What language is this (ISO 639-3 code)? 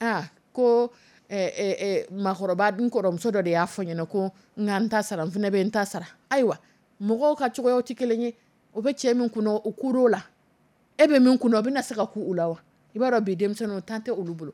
dyu